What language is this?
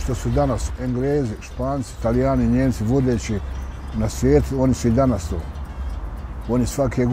Bosnian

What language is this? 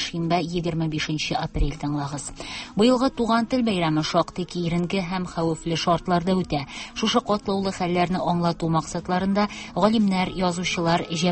Tatar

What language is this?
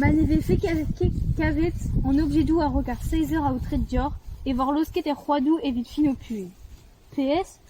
Breton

